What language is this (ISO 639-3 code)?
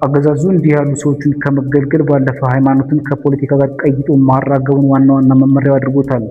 amh